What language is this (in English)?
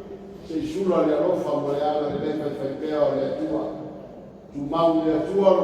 Samoan